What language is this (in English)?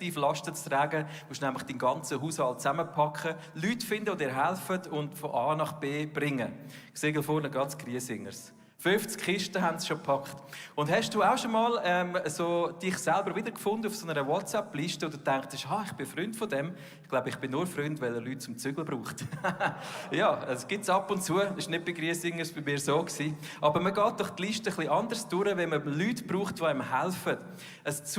Swiss German